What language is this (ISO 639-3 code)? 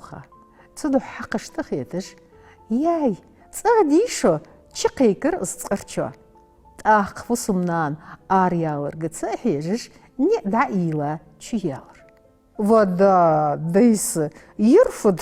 inh